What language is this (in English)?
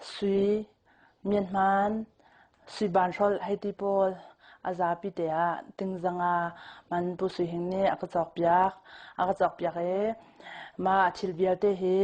Hakha Chin